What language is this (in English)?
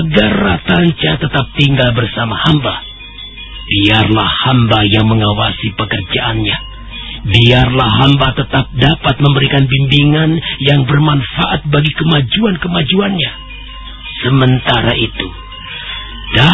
Indonesian